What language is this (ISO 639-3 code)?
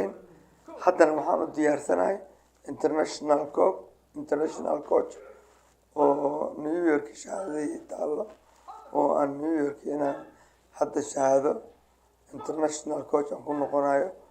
som